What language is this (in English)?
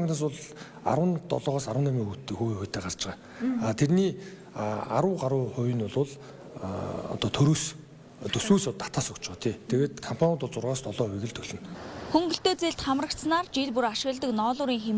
Mongolian